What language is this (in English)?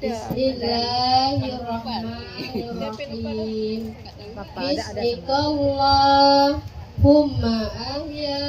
Achinese